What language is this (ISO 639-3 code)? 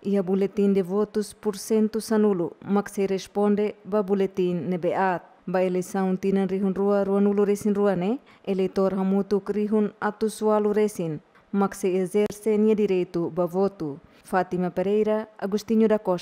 tet